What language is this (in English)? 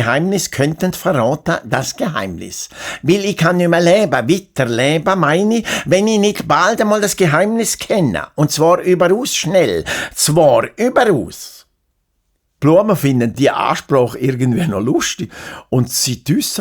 Swiss German